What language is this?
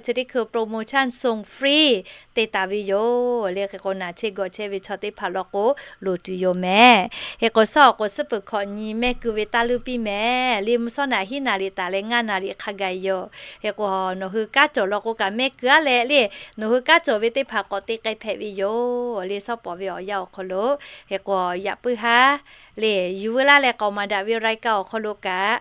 Lahu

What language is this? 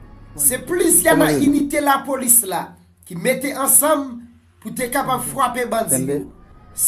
Haitian Creole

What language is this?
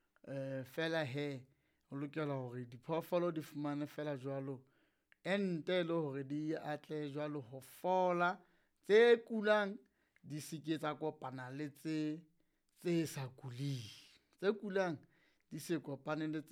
Southern Sotho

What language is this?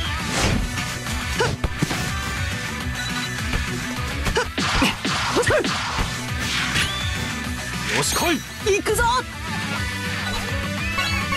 Japanese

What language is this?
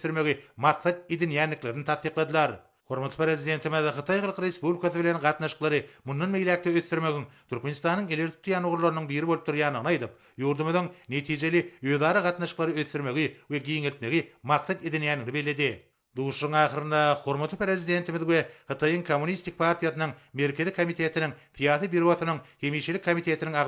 Turkmen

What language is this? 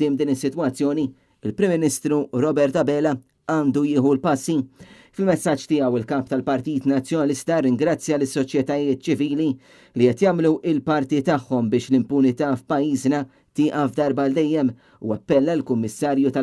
Maltese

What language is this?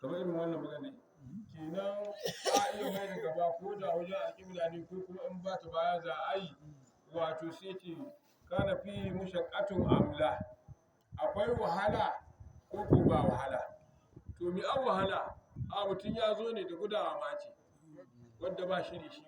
Hausa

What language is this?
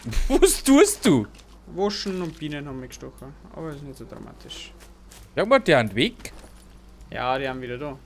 Bavarian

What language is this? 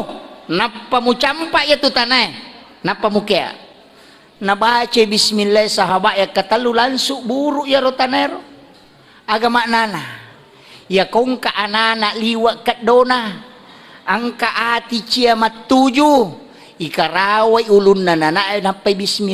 Buginese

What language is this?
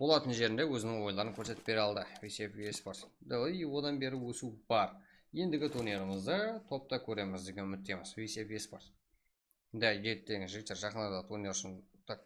Kara-Kalpak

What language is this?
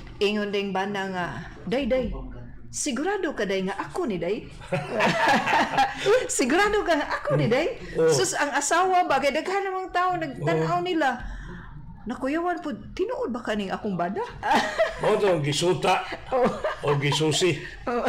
Cebuano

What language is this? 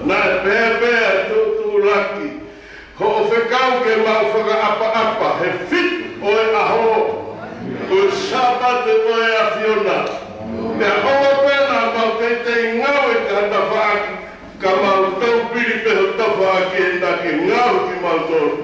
Tongan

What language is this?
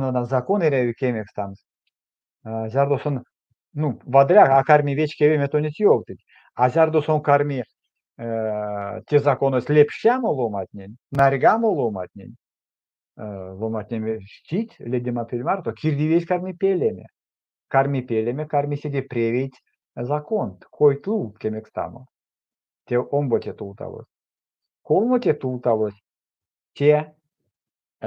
Erzya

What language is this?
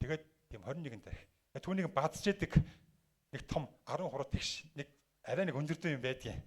Mongolian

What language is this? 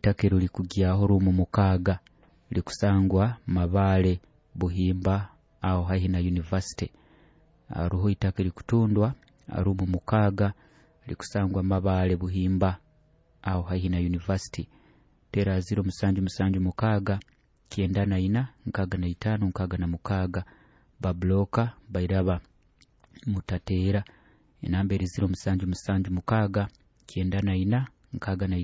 Nyoro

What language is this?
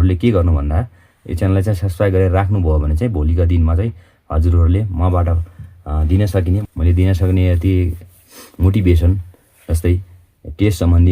Nepali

